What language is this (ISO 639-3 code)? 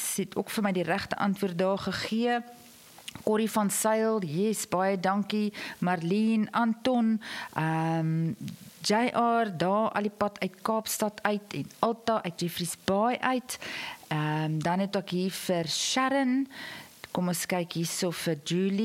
afr